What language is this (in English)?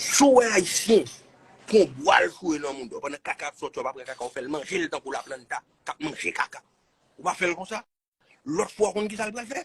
Haitian Creole